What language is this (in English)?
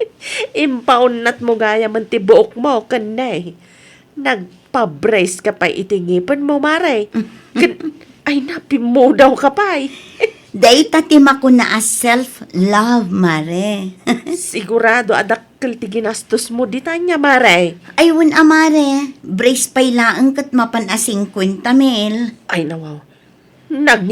Iloko